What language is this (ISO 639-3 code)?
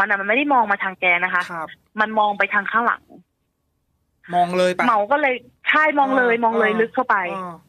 tha